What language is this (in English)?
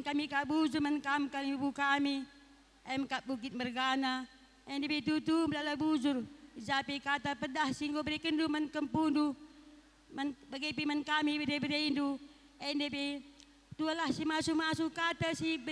Batak Karo